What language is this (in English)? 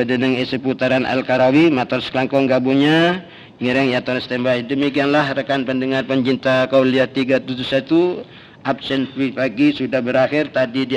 Madurese